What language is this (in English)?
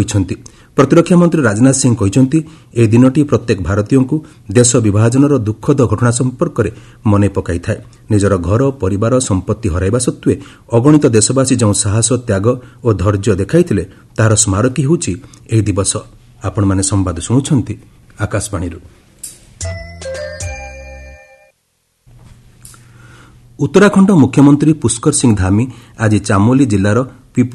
Odia